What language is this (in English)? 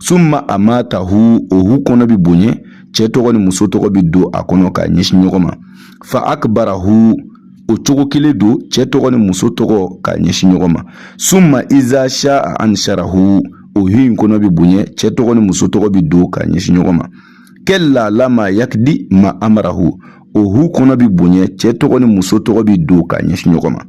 Bambara